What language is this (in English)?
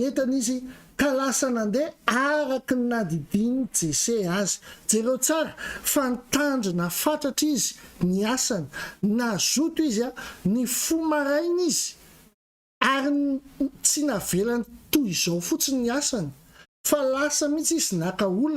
Malagasy